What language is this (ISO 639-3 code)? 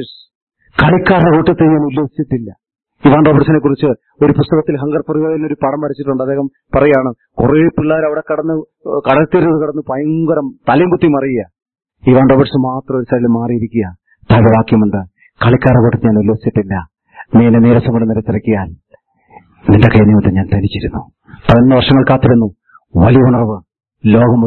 mal